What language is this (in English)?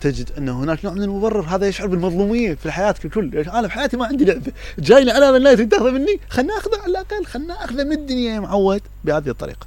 Mesopotamian Arabic